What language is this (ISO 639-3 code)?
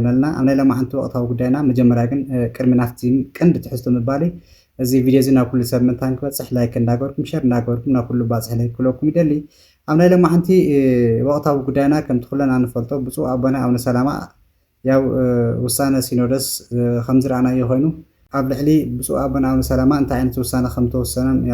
tir